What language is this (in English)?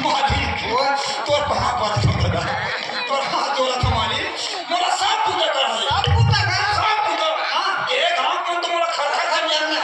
Chhattisgarhi